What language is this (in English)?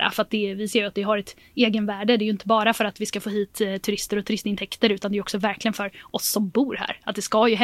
Swedish